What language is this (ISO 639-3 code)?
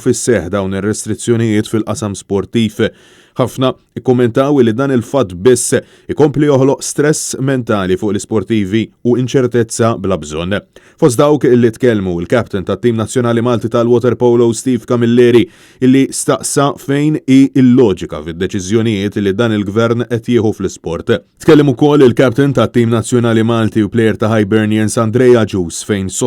mlt